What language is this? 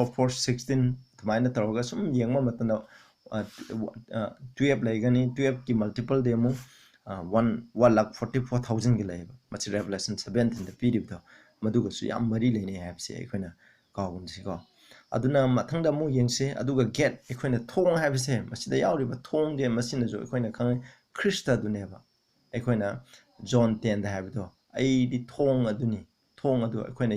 Manipuri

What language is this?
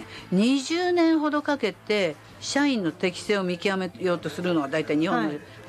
Japanese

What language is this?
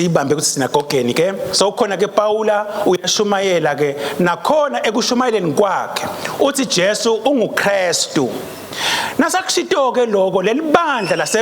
Swati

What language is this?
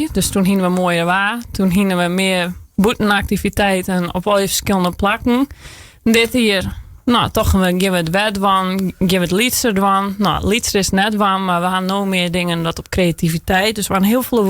Western Frisian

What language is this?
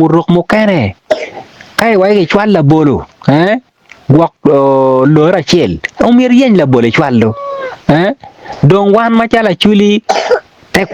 Acoli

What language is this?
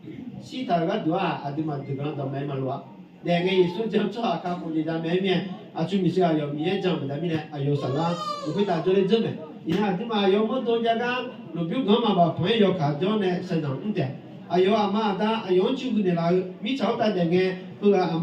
Akha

